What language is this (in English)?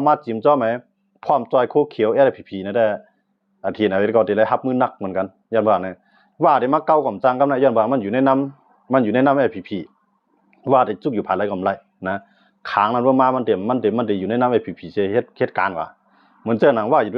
Shan